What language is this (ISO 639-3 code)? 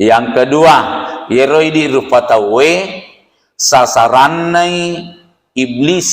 bug